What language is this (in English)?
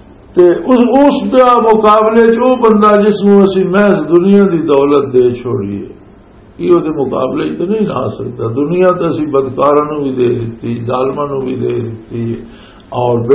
Western Panjabi